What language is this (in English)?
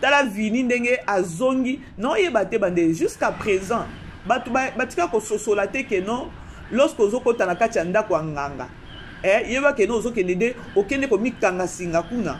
Lingala